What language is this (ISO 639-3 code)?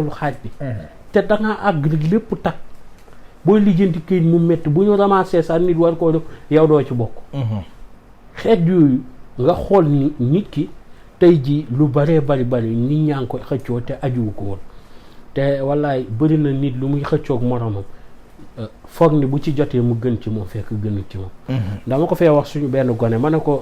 wol